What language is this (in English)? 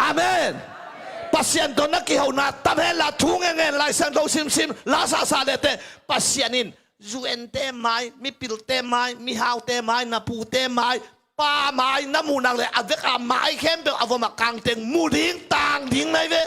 Tedim Chin